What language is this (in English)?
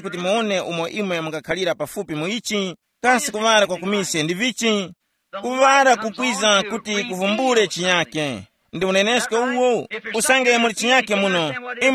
Tumbuka